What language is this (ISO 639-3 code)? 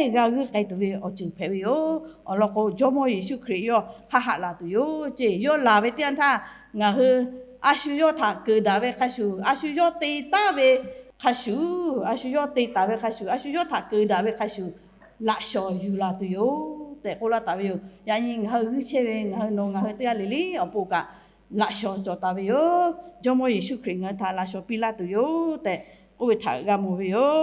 lhu